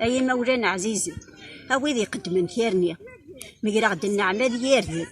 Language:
Kabyle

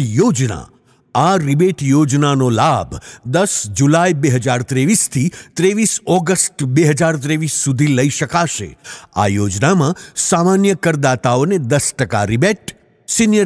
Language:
Gujarati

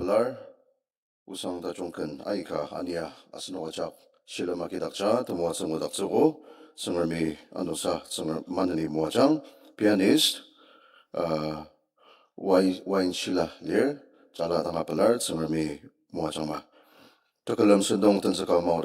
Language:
Ao Naga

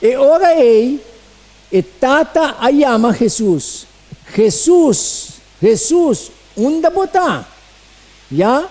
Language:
Papiamento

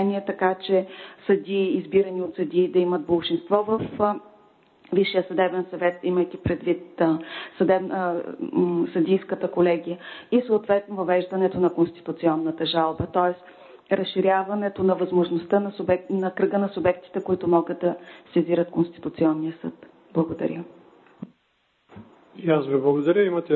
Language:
Bulgarian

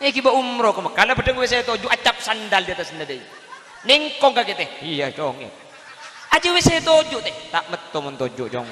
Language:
Madurese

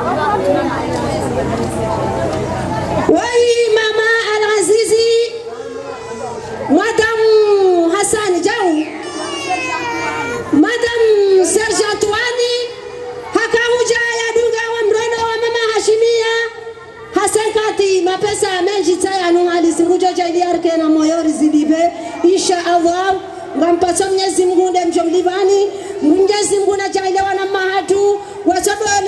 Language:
Swahili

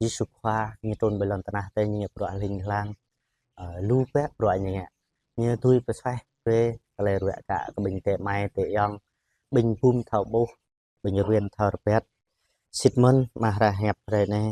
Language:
Jarai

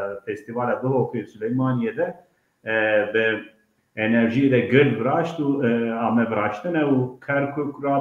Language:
Zaza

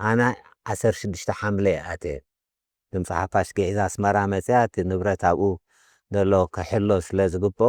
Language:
Tigrinya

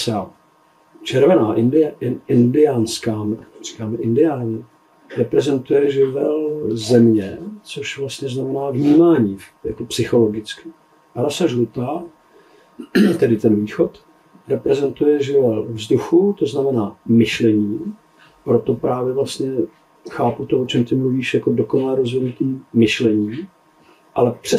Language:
Czech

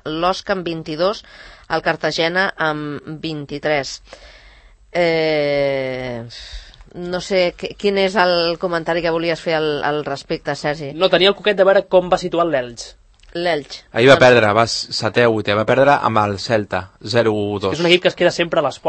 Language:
Catalan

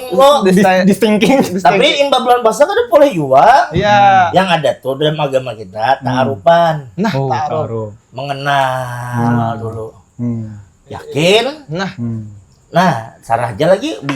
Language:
Banjar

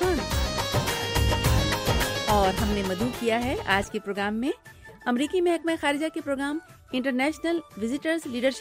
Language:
Urdu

